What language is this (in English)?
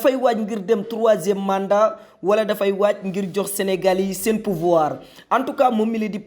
Wolof